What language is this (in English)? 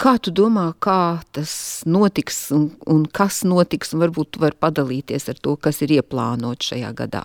Latvian